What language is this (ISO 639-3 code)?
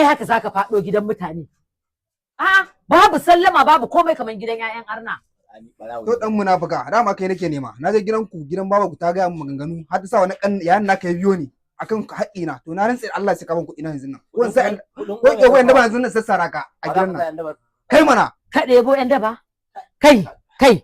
hau